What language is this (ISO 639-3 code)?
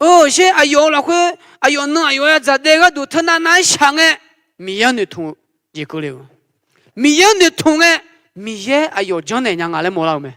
ahk